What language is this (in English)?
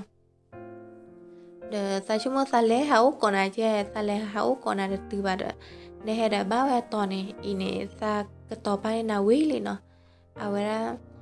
S'gaw Karen